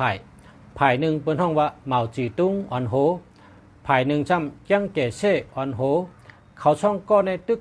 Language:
Shan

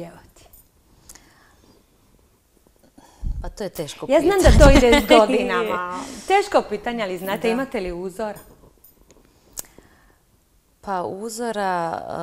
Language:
Croatian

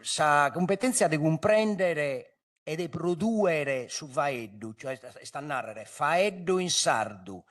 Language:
Sardinian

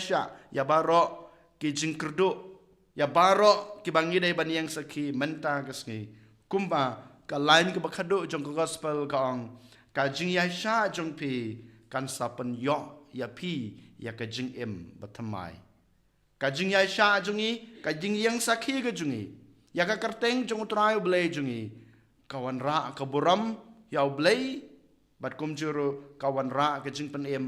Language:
Khasi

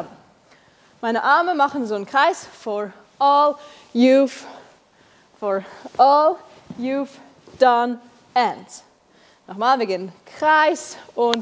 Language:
Swiss German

